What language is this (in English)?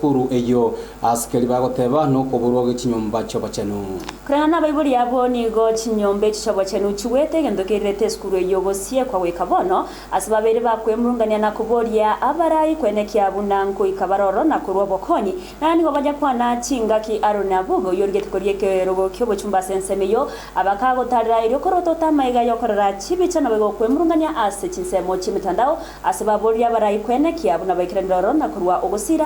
Gusii